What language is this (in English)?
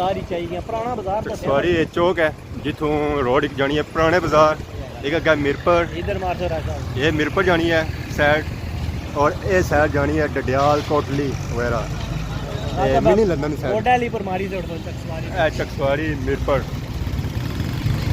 Pahari-Potwari